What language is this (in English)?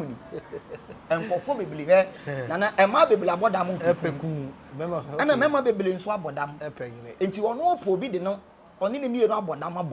Akan